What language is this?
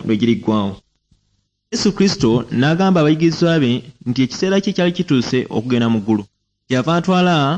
Ganda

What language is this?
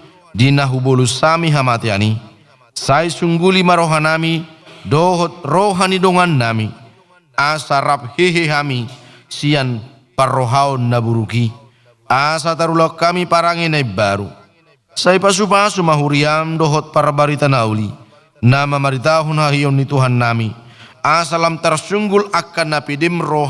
Batak Toba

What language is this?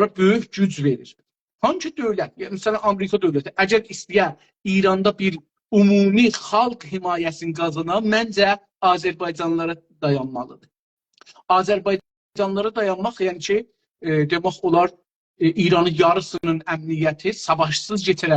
South Azerbaijani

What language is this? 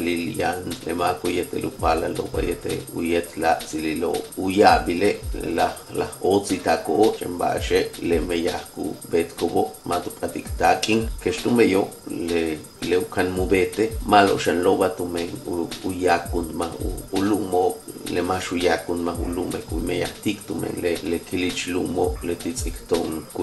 Yucateco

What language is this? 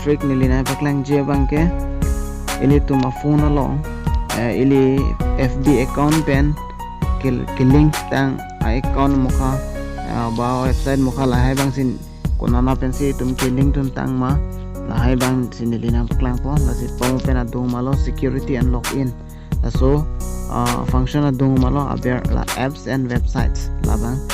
Karbi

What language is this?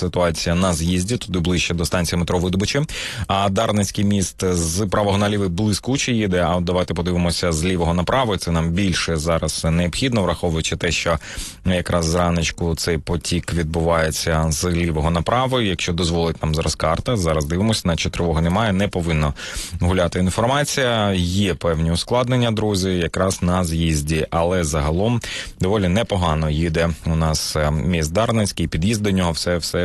Ukrainian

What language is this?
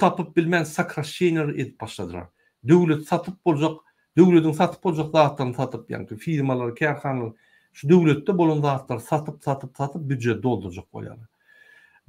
Turkmen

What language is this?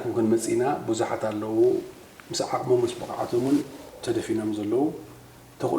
Tigrinya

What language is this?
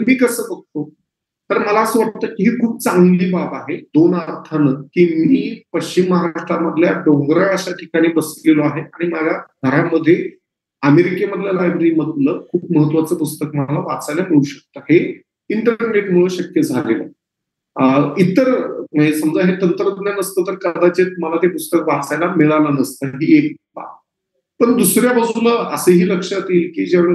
Marathi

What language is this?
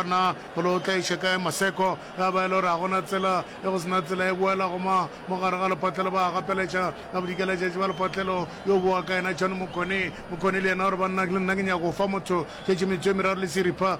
Northern Sotho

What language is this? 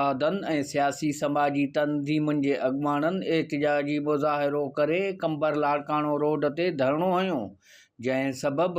Sindhi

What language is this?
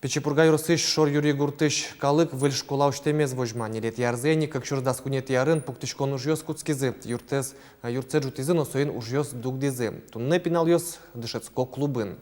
Udmurt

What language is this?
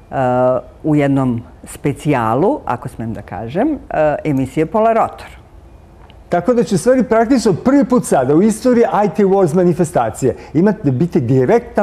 Serbian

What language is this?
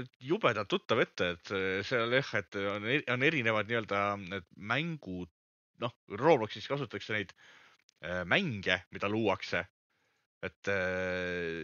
Estonian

